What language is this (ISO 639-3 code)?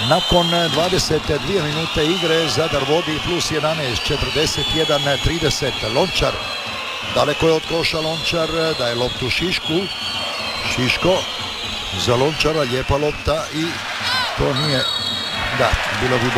hrv